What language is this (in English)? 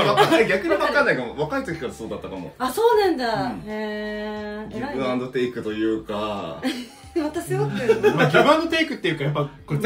Japanese